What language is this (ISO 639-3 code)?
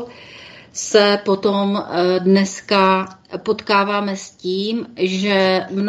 ces